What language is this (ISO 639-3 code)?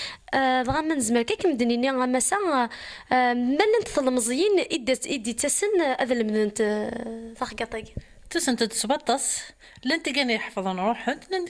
kab